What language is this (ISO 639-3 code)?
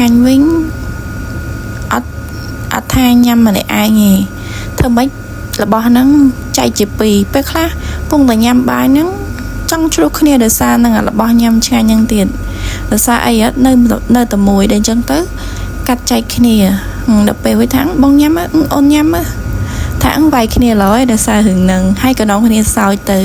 khm